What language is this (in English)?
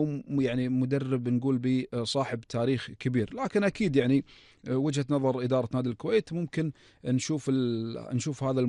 Gulf Arabic